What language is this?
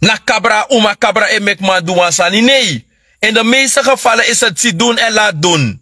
Sranan Tongo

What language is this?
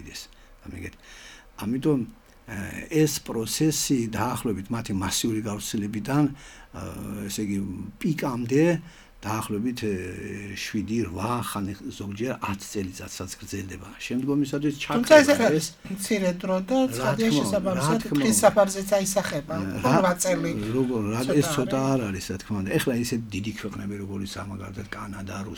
Georgian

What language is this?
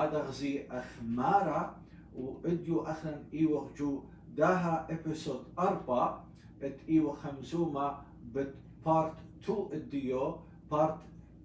Assyrian Neo-Aramaic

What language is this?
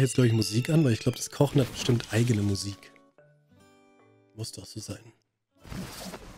German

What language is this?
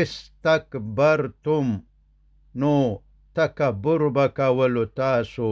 Pashto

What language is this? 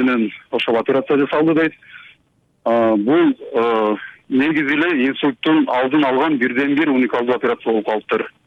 Kyrgyz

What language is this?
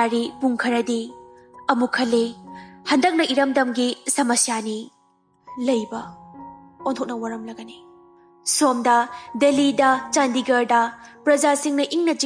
Manipuri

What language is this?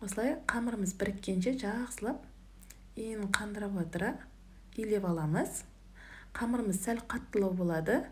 Kazakh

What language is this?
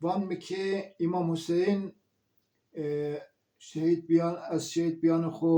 Zaza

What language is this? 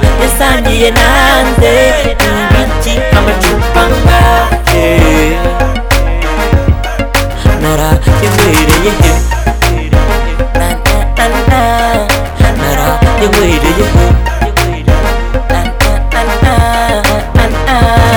Kinyarwanda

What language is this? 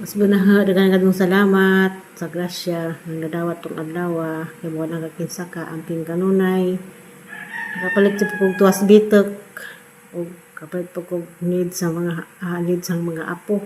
Cebuano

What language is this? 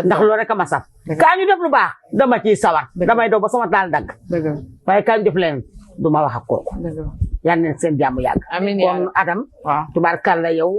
Wolof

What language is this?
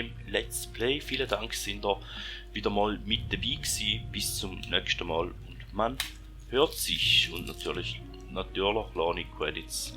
Swiss German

